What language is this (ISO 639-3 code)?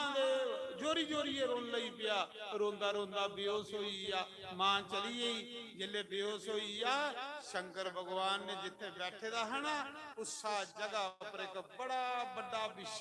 doi